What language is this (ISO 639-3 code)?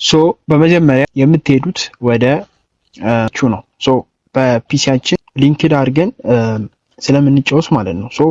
amh